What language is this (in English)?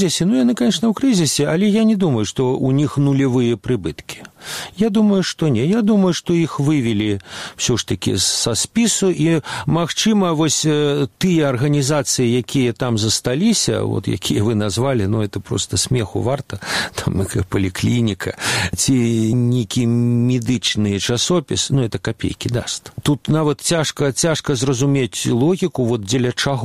Belarusian